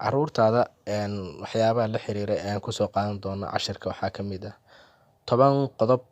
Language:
Somali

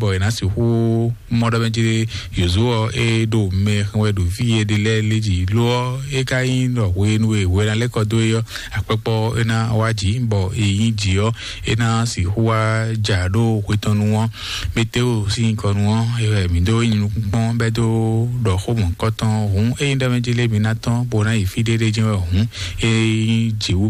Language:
Fon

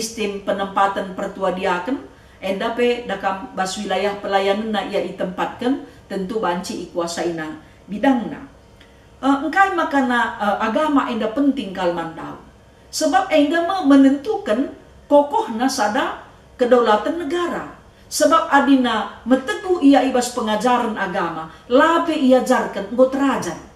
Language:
Batak Karo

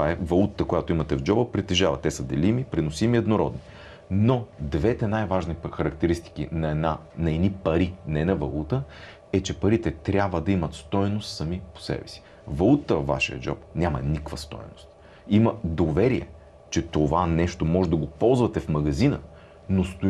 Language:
Bulgarian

